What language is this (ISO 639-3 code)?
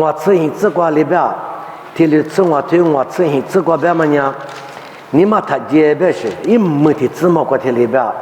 lis